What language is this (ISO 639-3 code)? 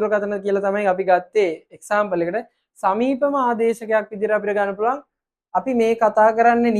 sin